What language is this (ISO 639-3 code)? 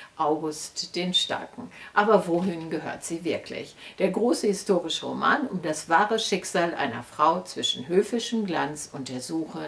deu